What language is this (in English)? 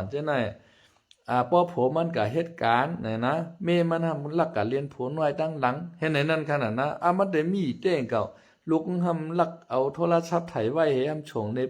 Shan